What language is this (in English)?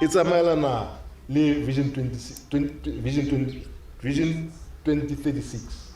Tswana